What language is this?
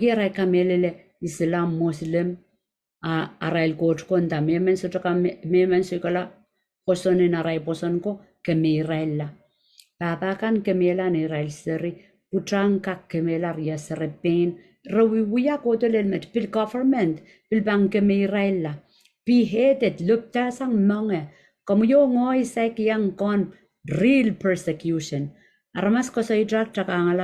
Pohnpeian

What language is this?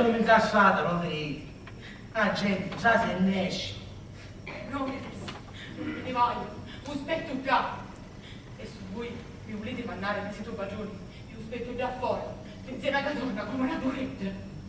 Sicilian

